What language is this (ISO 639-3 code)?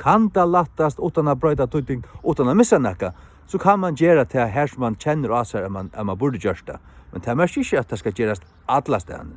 fao